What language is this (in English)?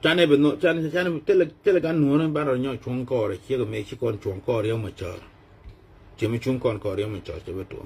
Nuer